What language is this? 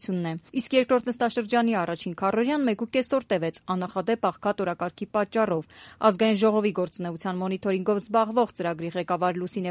Armenian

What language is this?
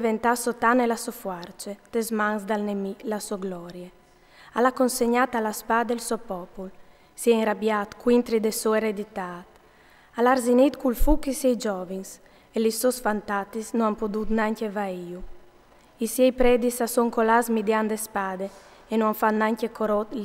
Friulian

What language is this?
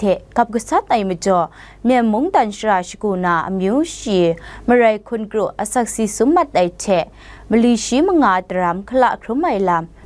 Kachin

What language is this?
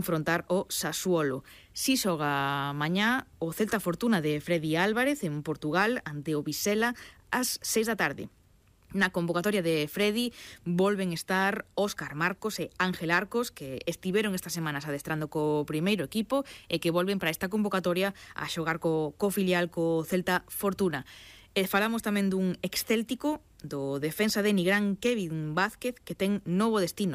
Galician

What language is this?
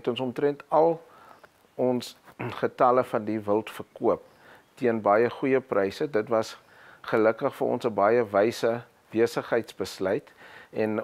Afrikaans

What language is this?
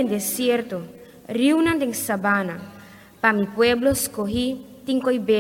Papiamento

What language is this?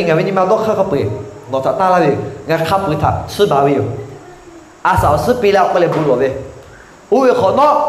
Lahu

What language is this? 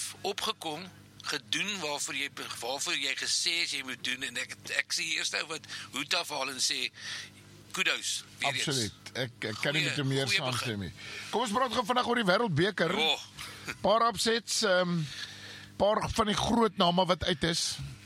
Afrikaans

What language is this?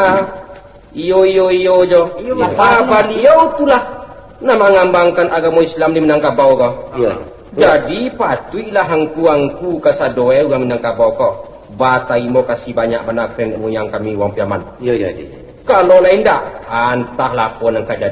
Minangkabau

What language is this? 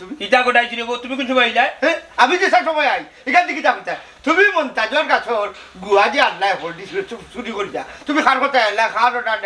Sylheti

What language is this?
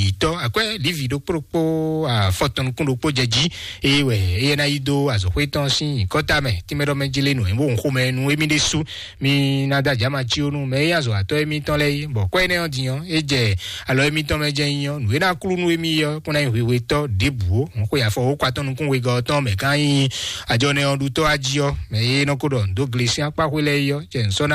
Fon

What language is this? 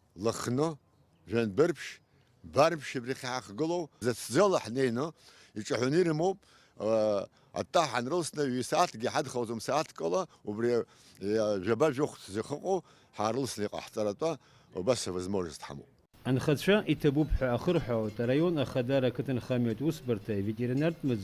Abkhazian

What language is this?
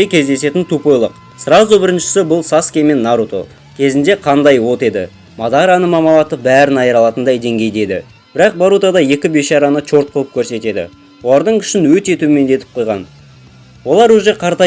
Kazakh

